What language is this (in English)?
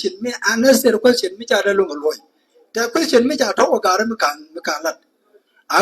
Nuer